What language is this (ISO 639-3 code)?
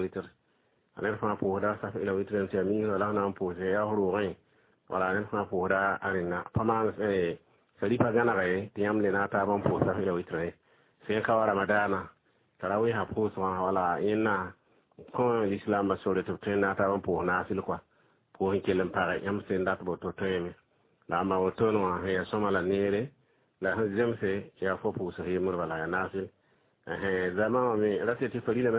mos